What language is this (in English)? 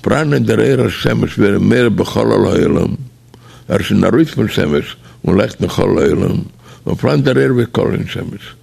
Yiddish